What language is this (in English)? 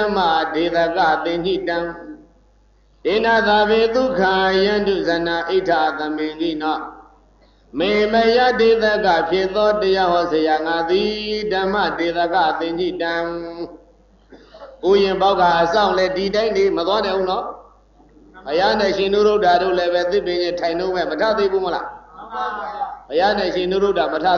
Burmese